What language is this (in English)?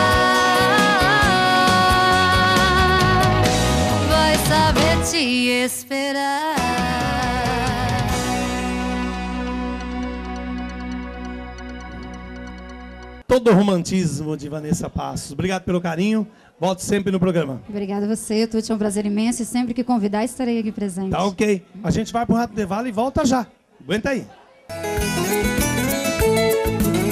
Portuguese